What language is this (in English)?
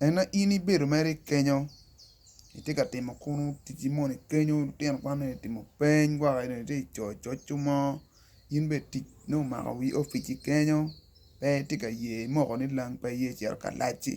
Acoli